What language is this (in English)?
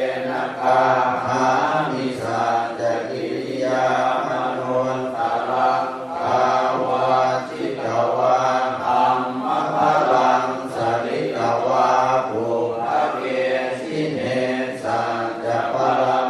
Pali